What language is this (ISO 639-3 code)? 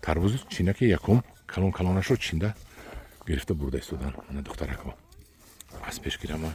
tgk